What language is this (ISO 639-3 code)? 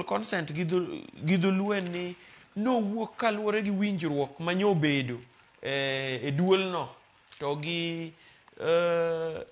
luo